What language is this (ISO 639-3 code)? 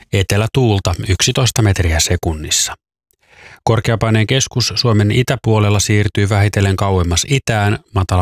fin